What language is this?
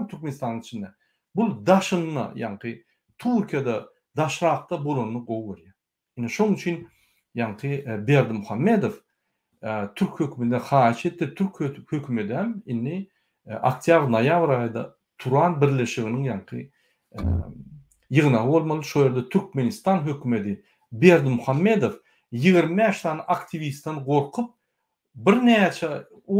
Turkmen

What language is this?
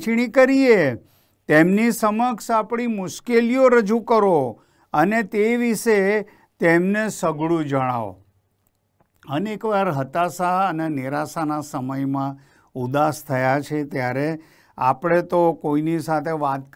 Gujarati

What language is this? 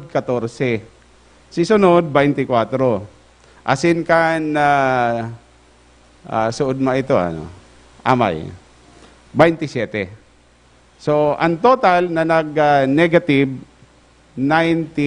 Bikol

